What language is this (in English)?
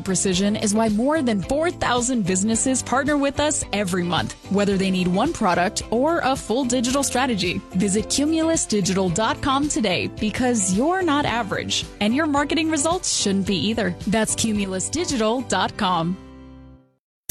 English